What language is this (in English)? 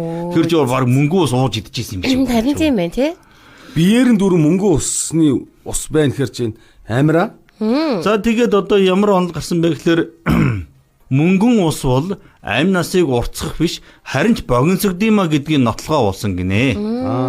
Mongolian